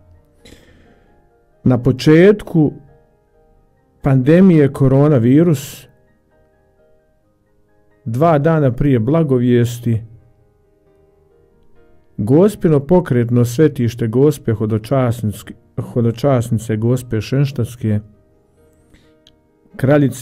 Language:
Croatian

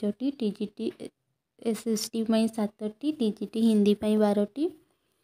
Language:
Odia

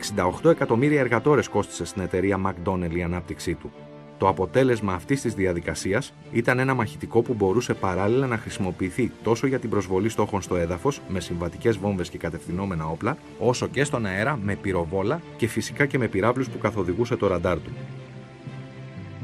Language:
Greek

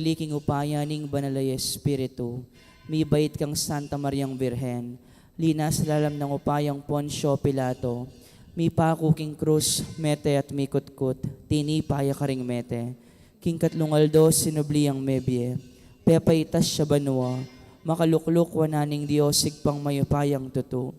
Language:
Pampanga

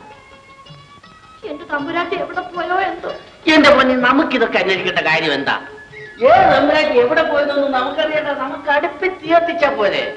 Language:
Malayalam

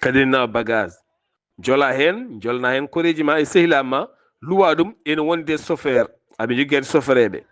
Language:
Fula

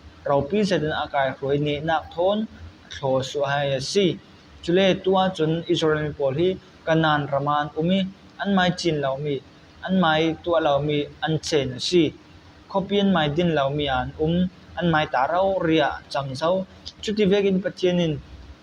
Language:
Falam Chin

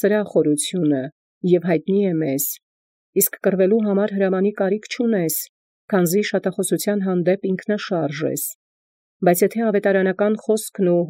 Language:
Armenian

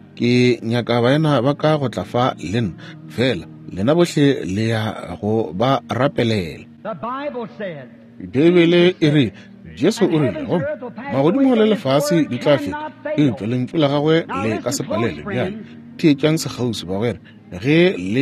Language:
Northern Sotho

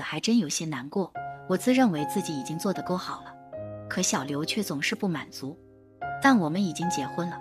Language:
Chinese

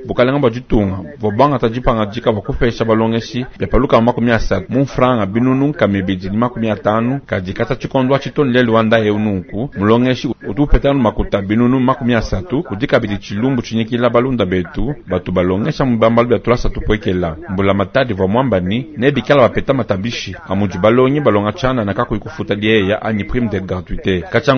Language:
Luba-Lulua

